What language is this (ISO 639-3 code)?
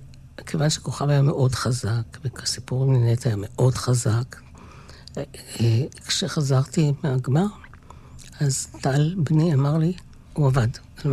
heb